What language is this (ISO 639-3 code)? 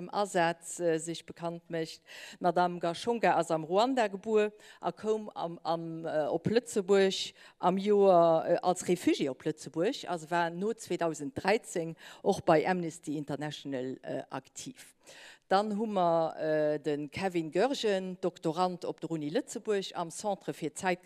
ltz